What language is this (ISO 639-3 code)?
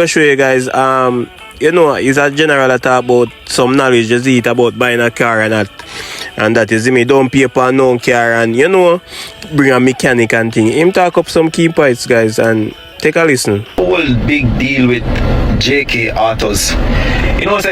jam